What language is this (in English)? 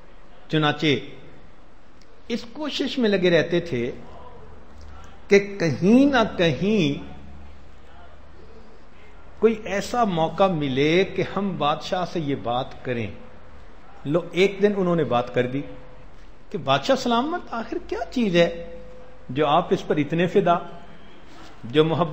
Urdu